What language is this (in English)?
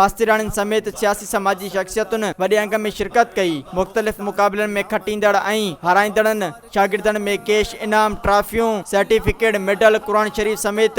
Sindhi